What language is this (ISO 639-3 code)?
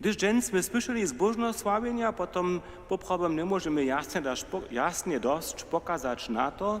hsb